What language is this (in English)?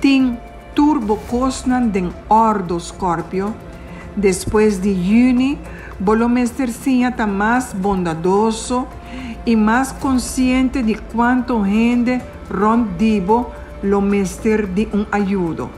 Papiamento